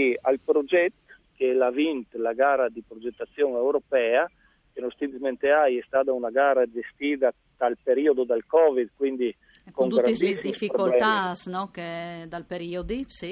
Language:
Friulian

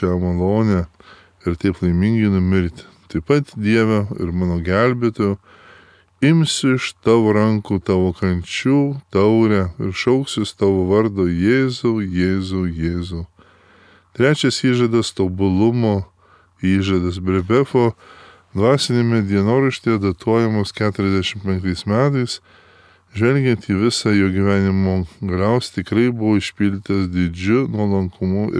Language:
Lithuanian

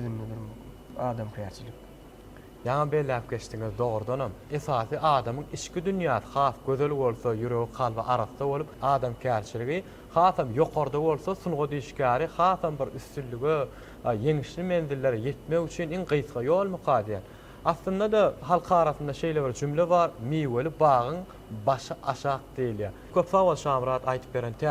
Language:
Turkmen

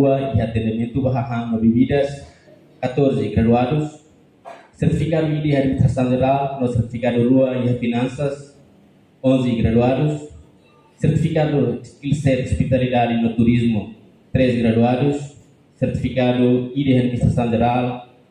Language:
Tetum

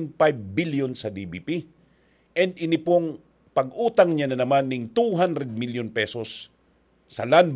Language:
Bikol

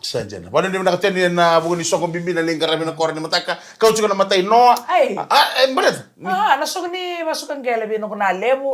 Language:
Fijian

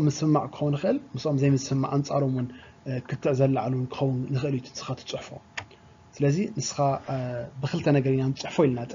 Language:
Tigrinya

